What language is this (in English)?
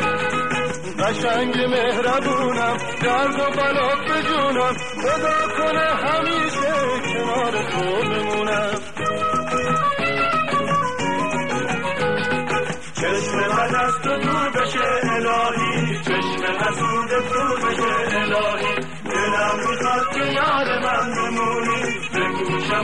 Persian